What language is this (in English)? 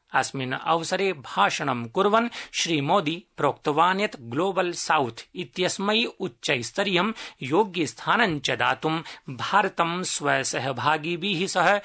Sanskrit